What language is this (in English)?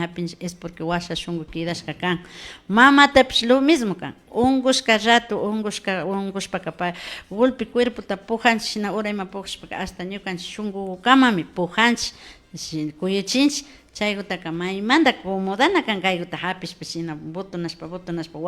Imbabura Highland Quichua